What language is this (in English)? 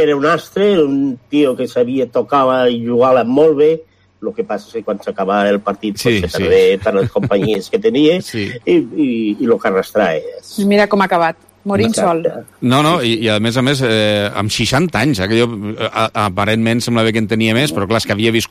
Catalan